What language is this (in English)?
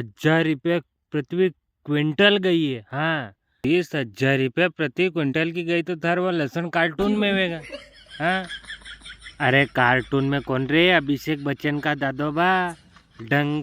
Rajasthani